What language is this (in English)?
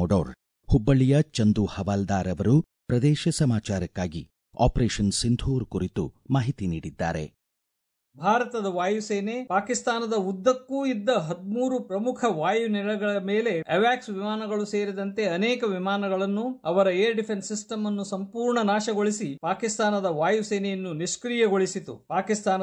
Kannada